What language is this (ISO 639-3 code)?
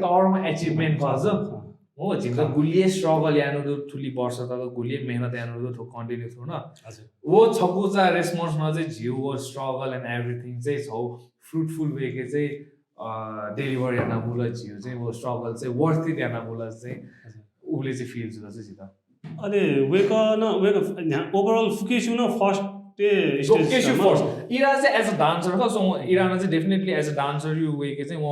new